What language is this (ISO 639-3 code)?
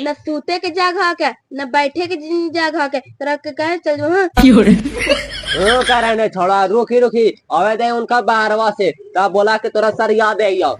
mag